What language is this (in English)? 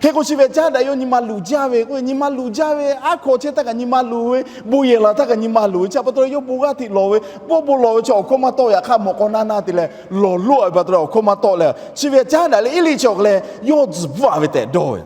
Lahu